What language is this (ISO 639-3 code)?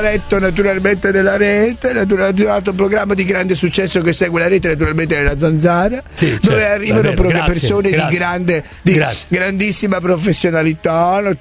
ita